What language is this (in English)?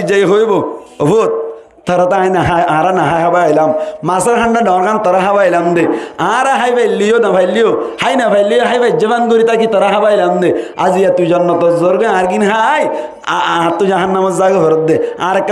Rohingya